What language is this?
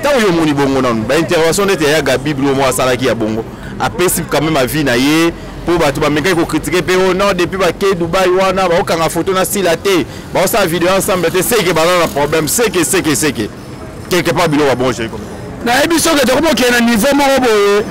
Lingala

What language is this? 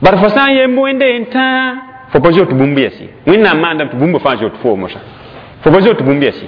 Mossi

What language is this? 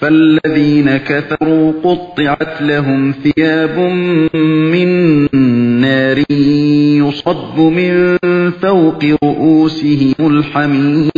Uyghur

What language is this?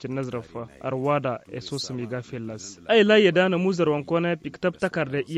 Tamasheq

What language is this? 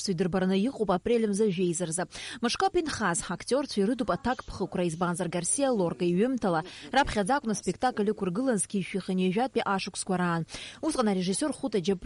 Abkhazian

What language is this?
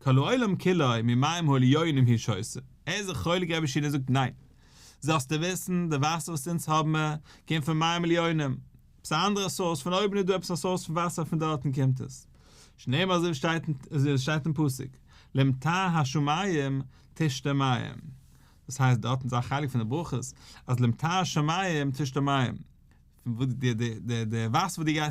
Yiddish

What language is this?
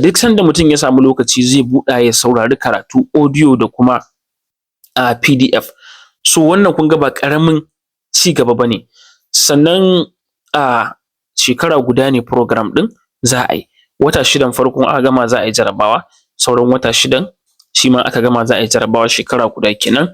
Hausa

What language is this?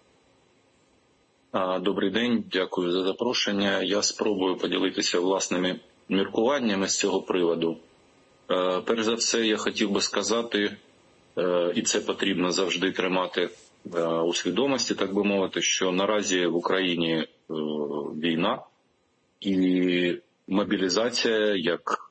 Ukrainian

